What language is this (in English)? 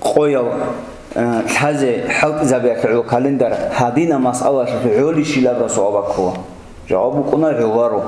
Avaric